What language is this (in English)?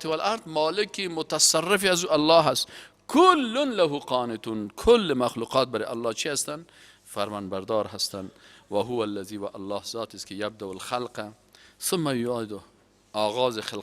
Persian